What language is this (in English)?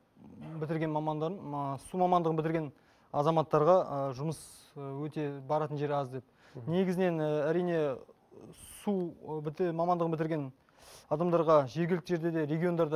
Kazakh